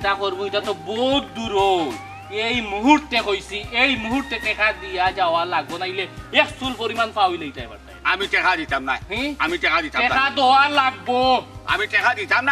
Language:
Sylheti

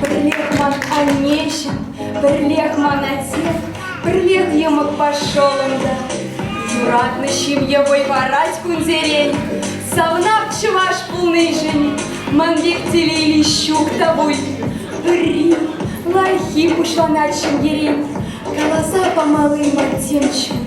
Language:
Chuvash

